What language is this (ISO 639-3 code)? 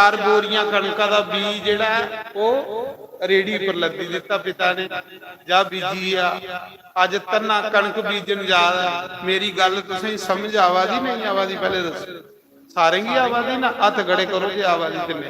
doi